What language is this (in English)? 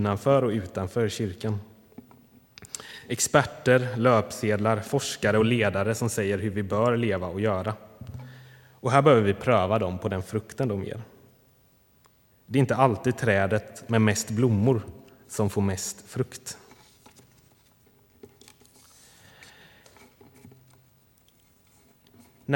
Swedish